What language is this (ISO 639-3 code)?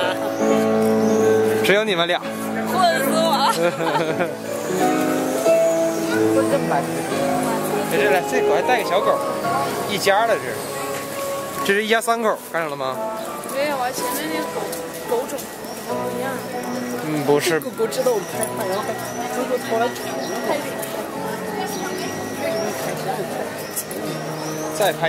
zho